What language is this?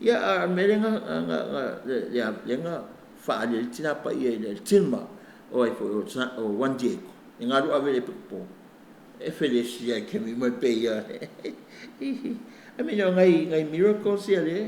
Samoan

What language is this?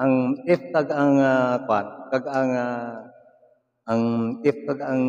Hiligaynon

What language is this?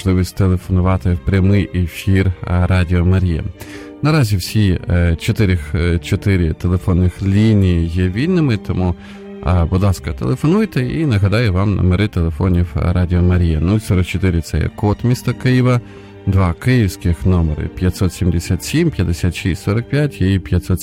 Ukrainian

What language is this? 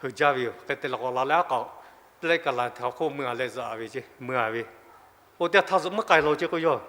Lahu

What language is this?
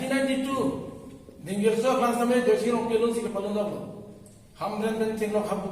Karbi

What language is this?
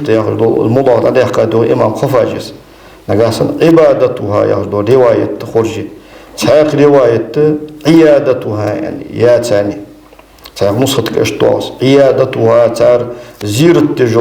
Ingush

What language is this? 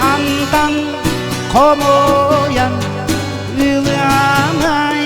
Yakut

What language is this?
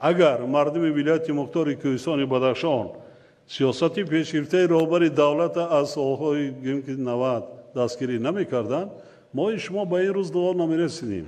Tajik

